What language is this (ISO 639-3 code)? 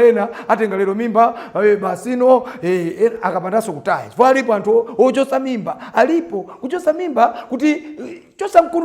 nya